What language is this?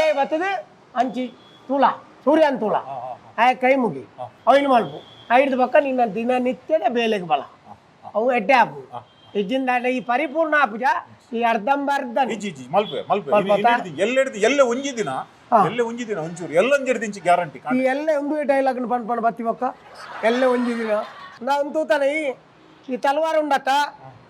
Tulu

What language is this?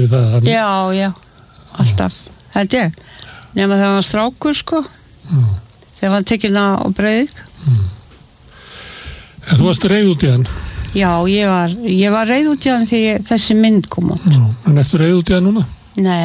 Icelandic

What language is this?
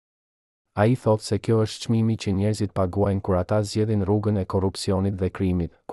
Albanian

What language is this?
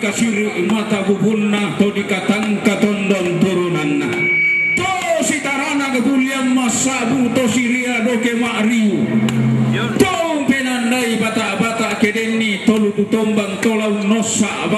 Toraja-Sa'dan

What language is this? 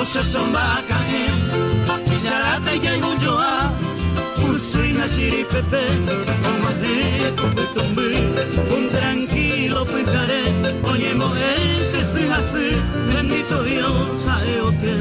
Guarani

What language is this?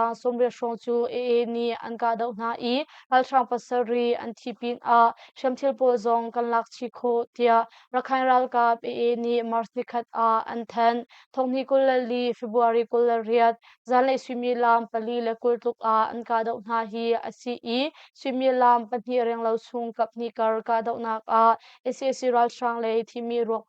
Hakha Chin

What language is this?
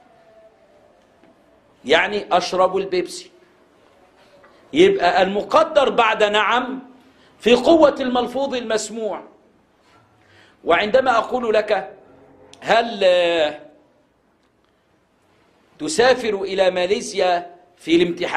Arabic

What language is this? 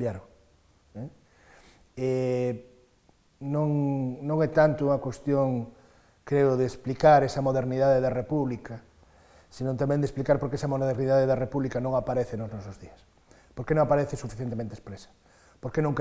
Galician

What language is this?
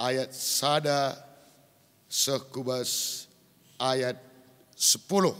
Batak Karo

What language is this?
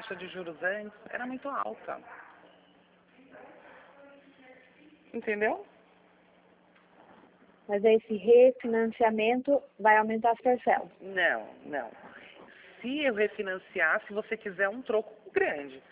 Portuguese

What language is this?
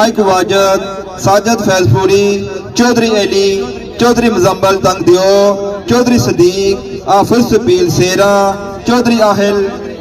Pahari-Potwari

